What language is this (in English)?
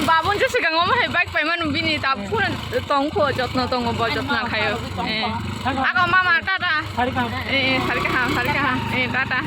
Kok Borok